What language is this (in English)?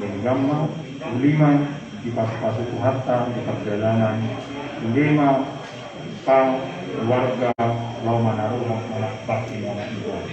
Batak Toba